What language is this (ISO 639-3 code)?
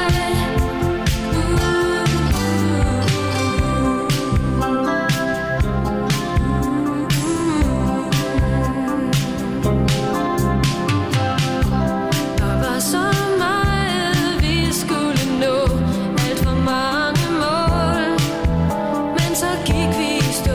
dan